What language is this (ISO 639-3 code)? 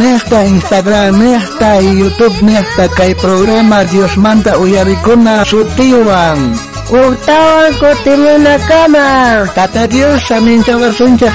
quh